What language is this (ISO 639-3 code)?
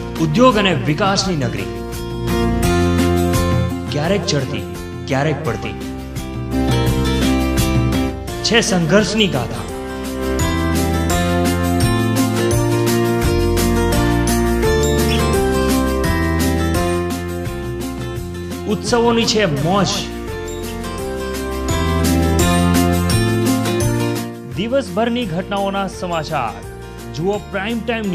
guj